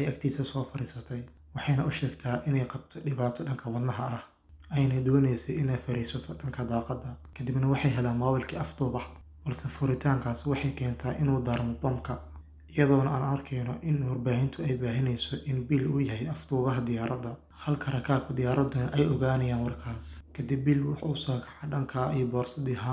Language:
Somali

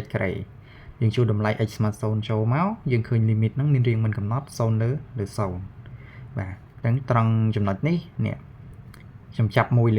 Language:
Khmer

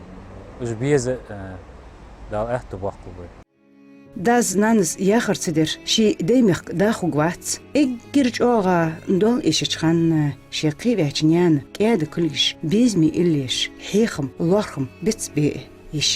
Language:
Ingush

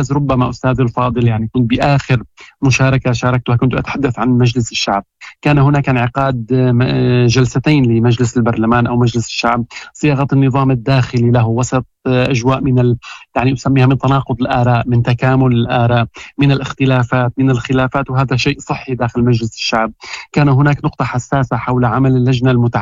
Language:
Moroccan Arabic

